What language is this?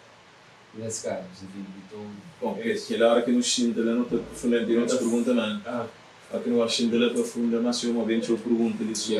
Kabuverdianu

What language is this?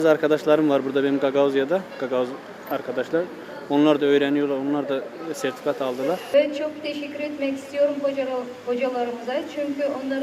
Gagauz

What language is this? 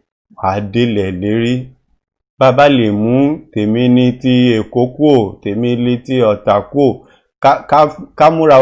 Yoruba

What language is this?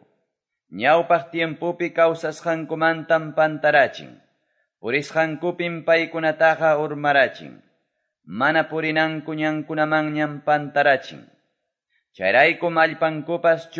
Quechua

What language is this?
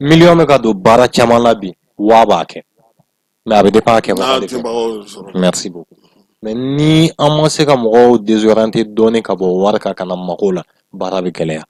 Bambara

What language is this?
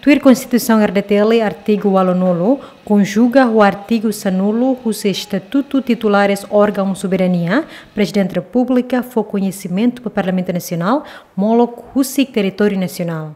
Tetum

